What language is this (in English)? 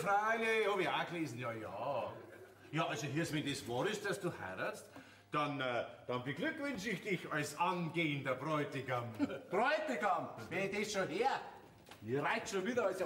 Bavarian